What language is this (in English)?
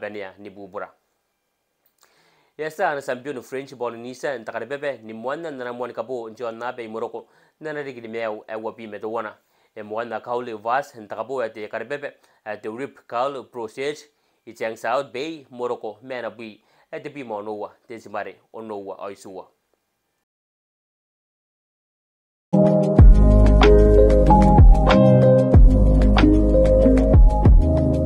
Swahili